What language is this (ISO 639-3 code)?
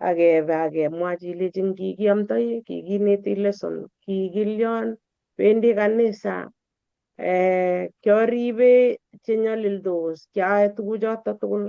kln